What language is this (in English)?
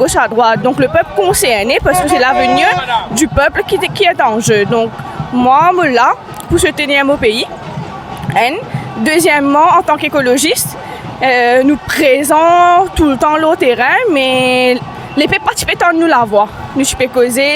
Morisyen